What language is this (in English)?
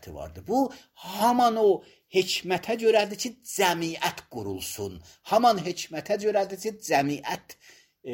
Azerbaijani